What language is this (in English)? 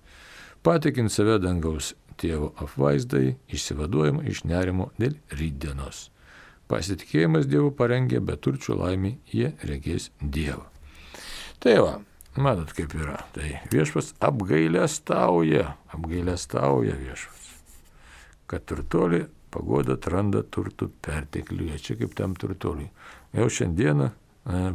Lithuanian